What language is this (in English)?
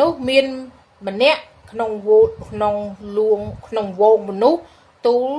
Khmer